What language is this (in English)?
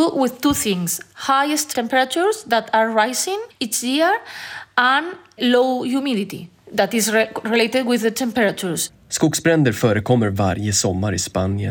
Swedish